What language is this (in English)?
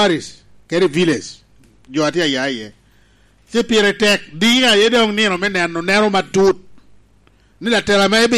Lango (Uganda)